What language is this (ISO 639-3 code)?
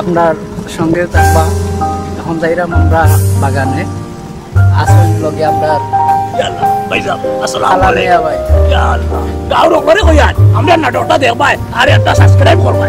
syl